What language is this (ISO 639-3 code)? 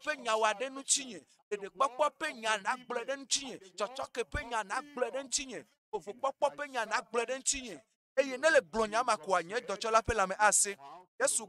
ewe